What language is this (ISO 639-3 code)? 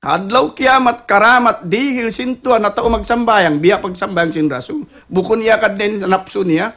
tsg